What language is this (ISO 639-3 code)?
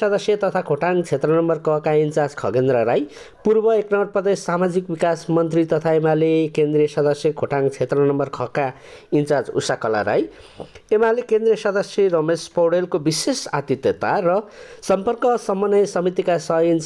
nep